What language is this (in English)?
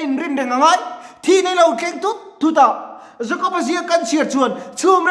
Mizo